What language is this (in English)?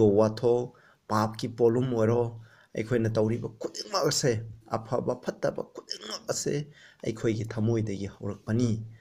Manipuri